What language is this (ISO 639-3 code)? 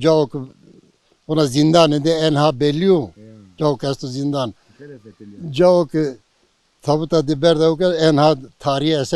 zza